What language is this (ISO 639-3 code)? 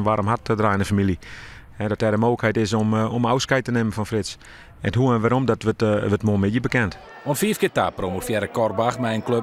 fry